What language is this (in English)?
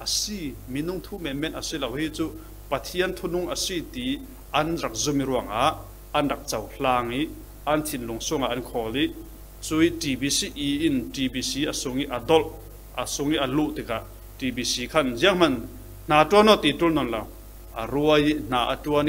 Falam Chin